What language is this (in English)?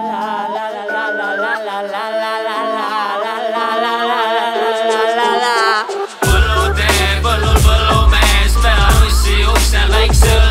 Estonian